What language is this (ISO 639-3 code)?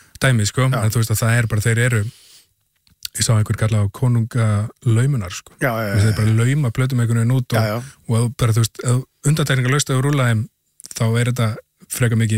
isl